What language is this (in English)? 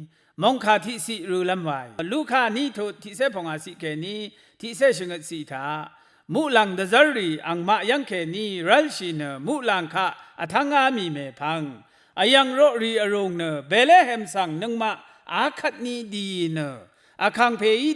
Rawang